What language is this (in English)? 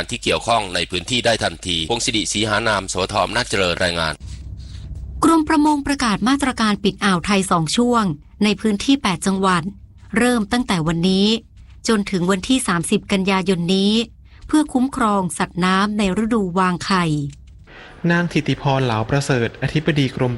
Thai